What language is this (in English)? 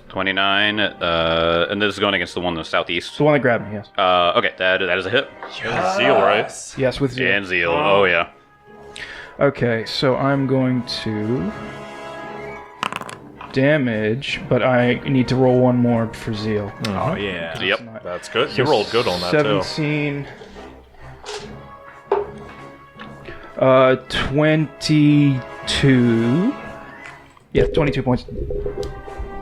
English